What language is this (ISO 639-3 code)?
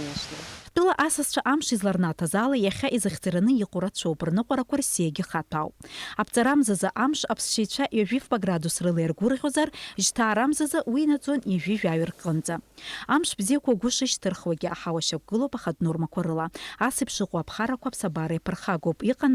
abk